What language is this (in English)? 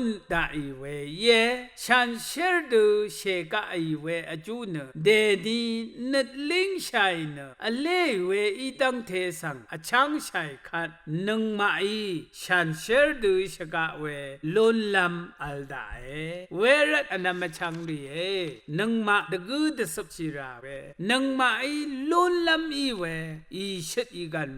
Rawang